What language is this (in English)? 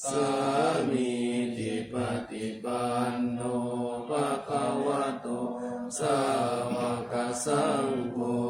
Pali